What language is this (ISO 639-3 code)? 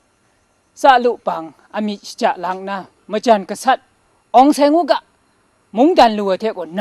kac